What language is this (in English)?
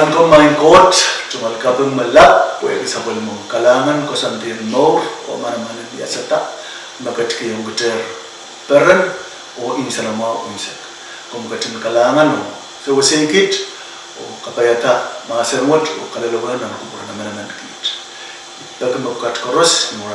Pohnpeian